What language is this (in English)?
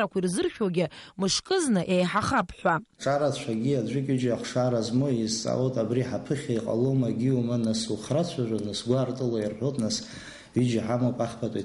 Abkhazian